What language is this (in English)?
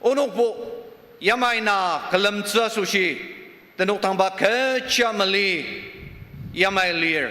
Ao Naga